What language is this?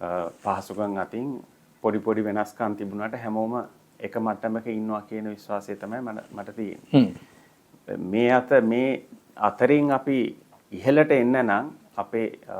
Sinhala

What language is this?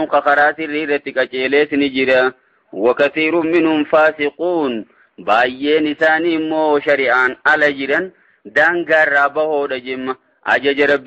Oromo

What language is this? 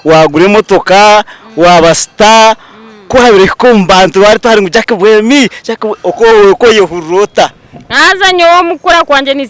Nyankole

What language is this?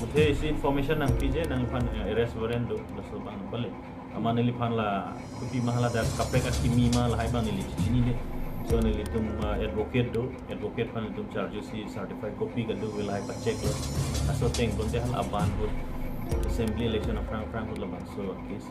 Karbi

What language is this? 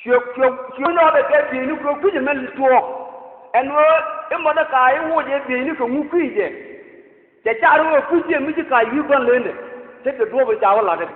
Nuer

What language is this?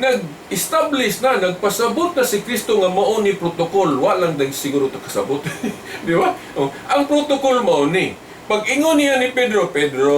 Cebuano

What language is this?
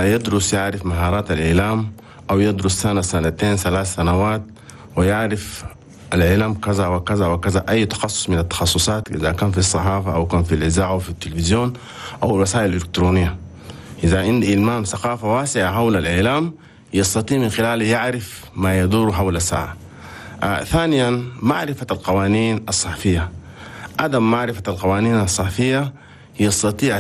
Chadian Arabic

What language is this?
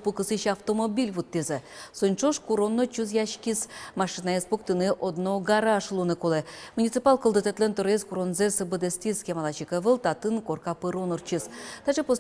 Udmurt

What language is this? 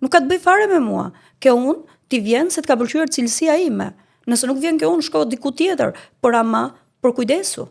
Albanian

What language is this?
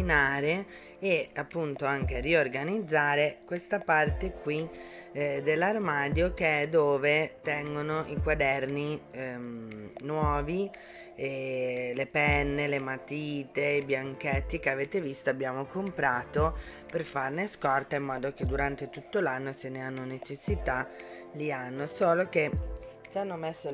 Italian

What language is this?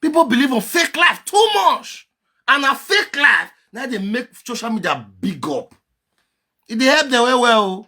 Nigerian Pidgin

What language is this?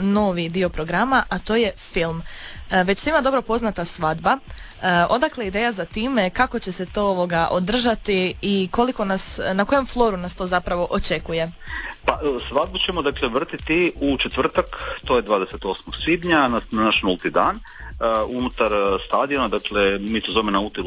Croatian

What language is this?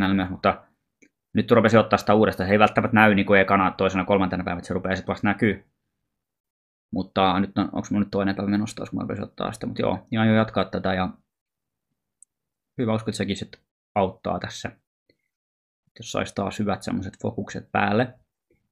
Finnish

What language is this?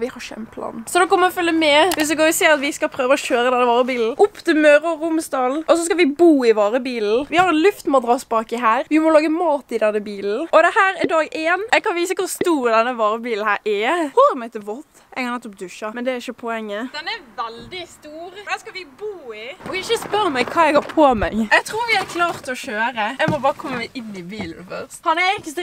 Norwegian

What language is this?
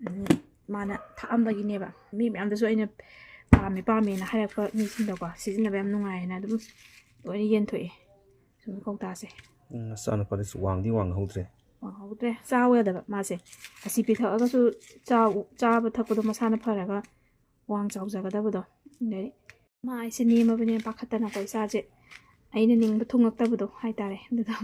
Manipuri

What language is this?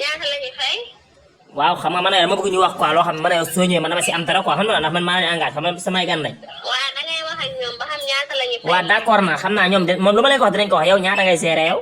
Wolof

